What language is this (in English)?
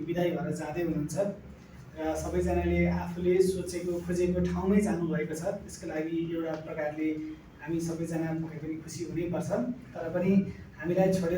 Nepali